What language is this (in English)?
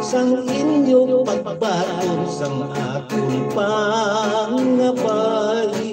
Hiligaynon